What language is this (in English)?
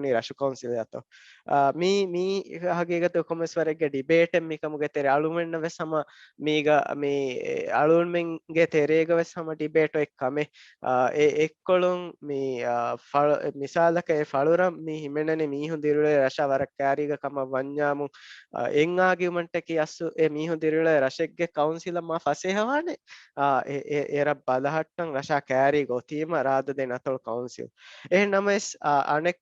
Divehi